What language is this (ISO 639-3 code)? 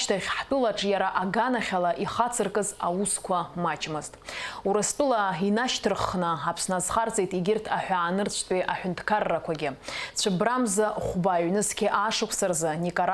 abk